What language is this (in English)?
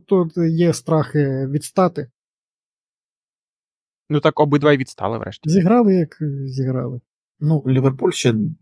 Ukrainian